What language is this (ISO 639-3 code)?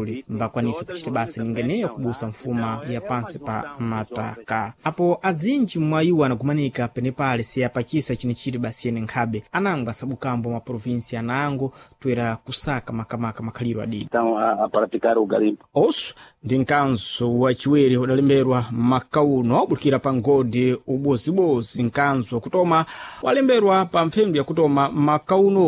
seh